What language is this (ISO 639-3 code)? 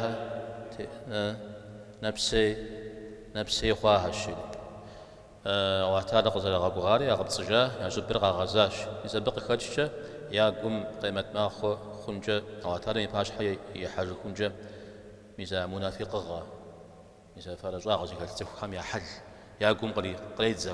kbd